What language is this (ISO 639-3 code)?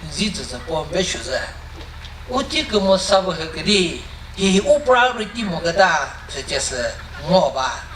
nri